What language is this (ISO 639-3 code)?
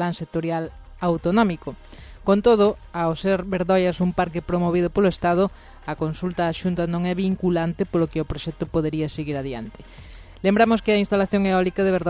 glg